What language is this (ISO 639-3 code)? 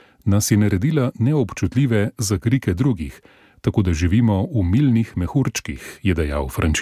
slv